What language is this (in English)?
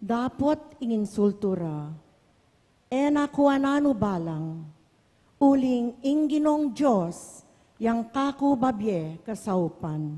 Pampanga